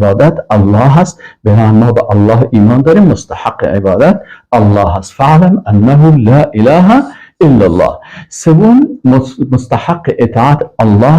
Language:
Persian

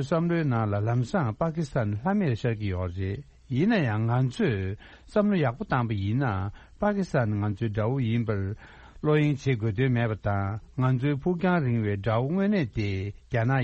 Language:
Tibetan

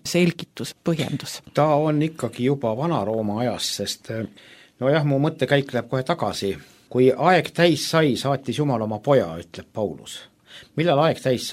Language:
Estonian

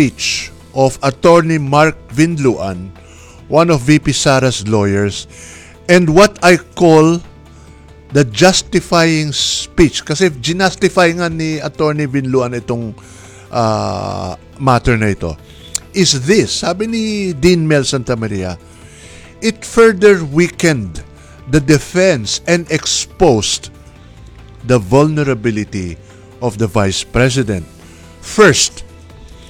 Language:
Filipino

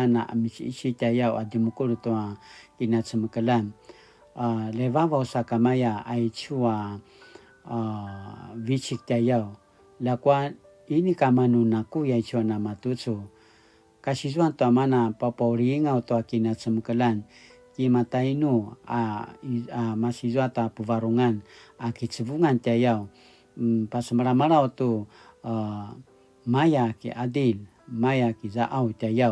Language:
Paiwan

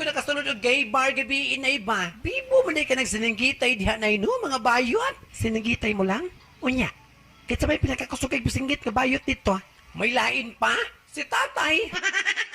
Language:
Cebuano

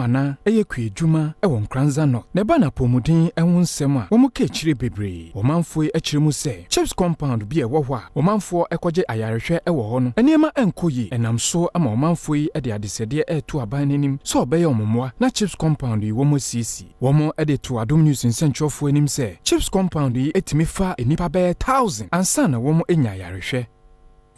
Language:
Akan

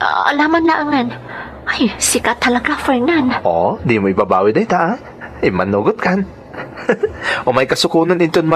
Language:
Iloko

